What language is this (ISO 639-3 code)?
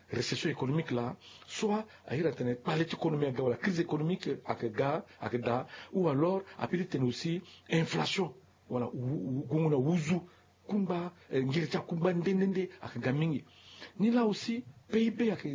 sag